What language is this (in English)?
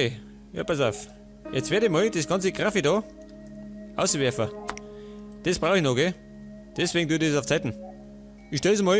Bavarian